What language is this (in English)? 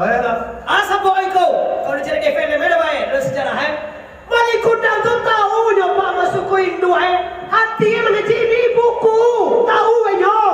Minangkabau